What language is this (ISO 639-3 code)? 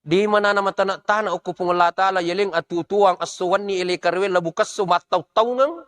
bug